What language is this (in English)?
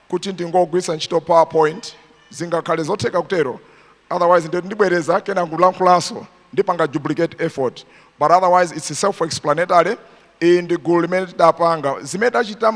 Nyanja